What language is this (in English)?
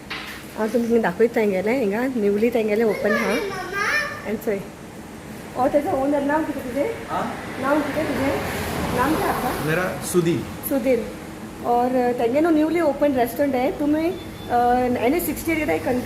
Konkani